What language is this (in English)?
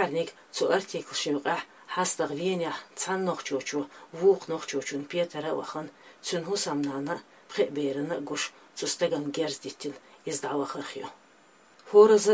Chechen